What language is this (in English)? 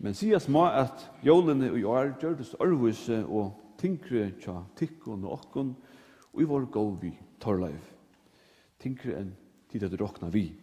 Faroese